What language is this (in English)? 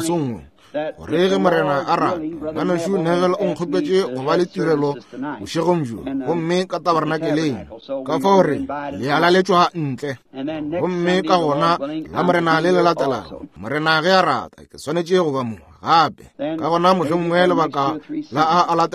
Northern Sotho